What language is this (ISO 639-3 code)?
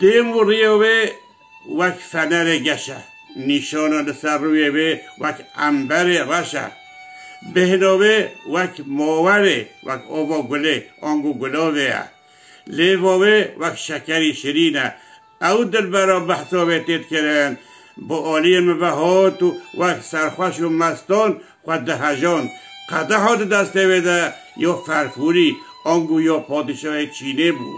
kur